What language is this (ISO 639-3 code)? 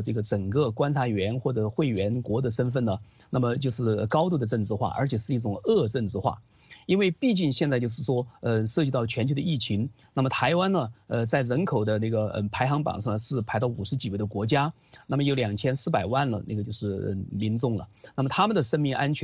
zho